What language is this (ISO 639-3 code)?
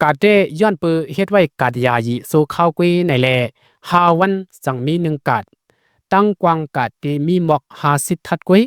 shn